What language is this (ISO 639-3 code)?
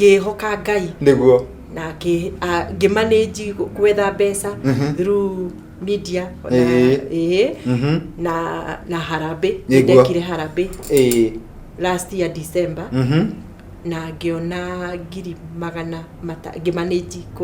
kik